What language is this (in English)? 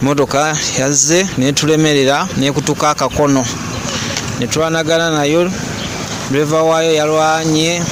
Nyoro